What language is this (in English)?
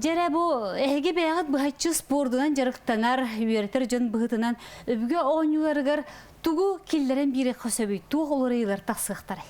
Yakut